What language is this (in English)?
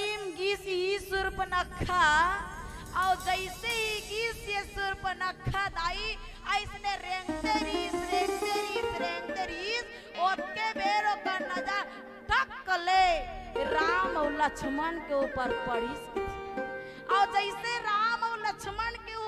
Chhattisgarhi